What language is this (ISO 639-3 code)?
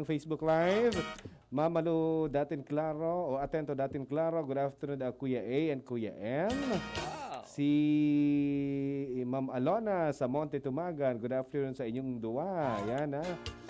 bik